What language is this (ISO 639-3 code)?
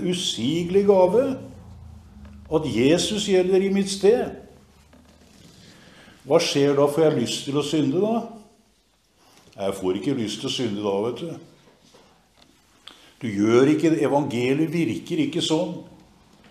nor